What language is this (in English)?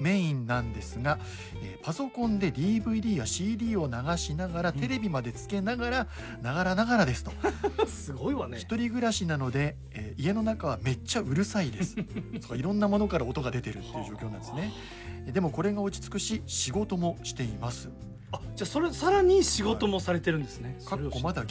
Japanese